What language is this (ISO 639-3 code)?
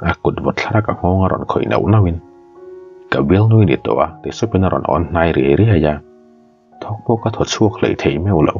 lus